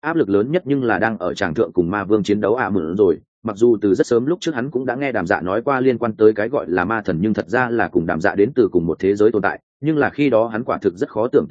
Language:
Vietnamese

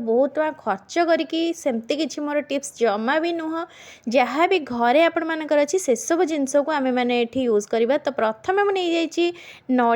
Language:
Odia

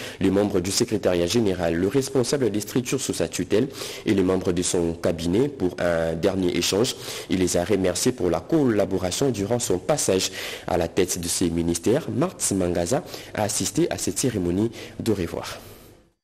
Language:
French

